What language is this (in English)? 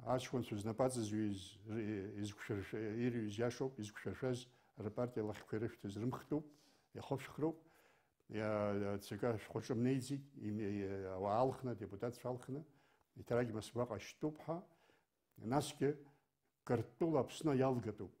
Abkhazian